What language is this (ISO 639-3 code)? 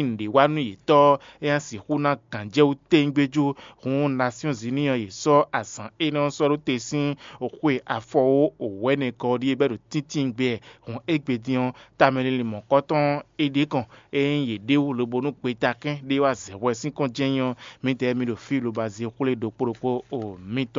fon